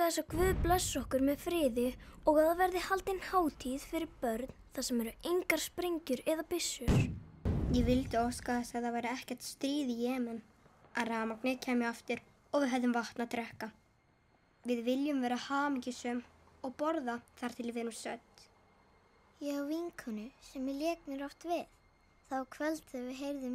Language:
Icelandic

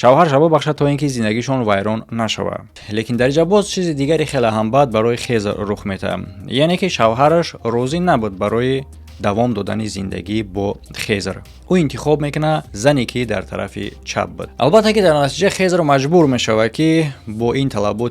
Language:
Tajik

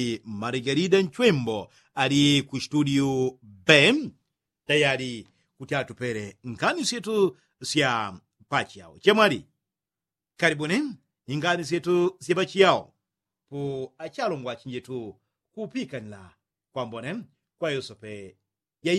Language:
Yao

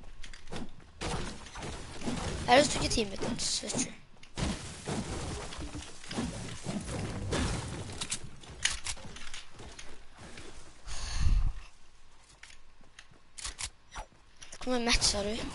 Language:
Norwegian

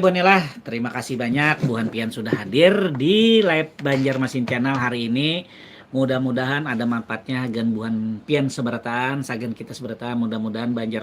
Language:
Banjar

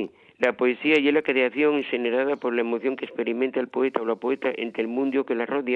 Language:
Asturian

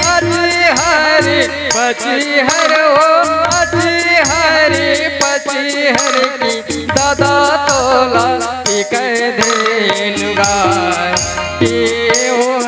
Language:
Chhattisgarhi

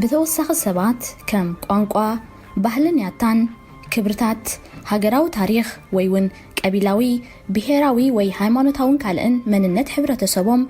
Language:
Tigrinya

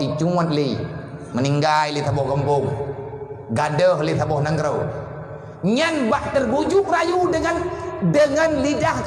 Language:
Achinese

